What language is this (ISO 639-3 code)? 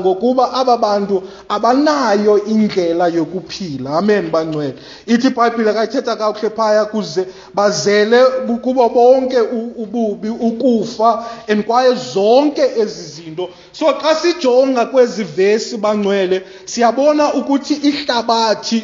xho